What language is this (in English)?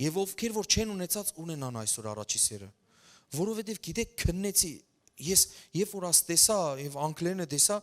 Western Armenian